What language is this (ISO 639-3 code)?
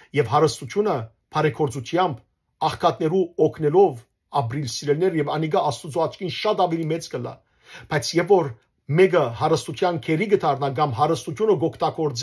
hyw